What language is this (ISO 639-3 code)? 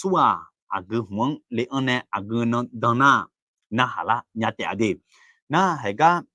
ahk